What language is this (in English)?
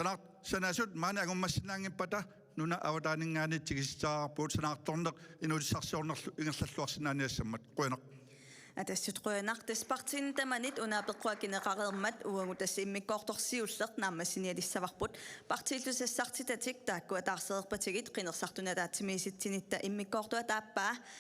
Kalaallisut